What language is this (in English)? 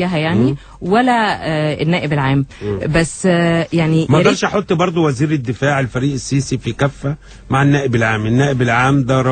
Egyptian Arabic